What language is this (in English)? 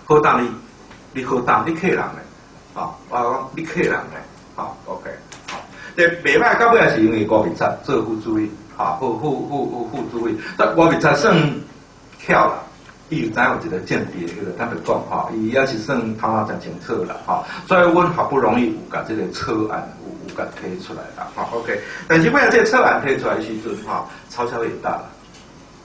Min Nan Chinese